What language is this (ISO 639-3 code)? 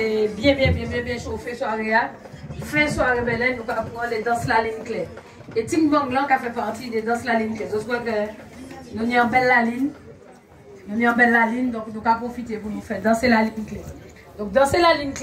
gcf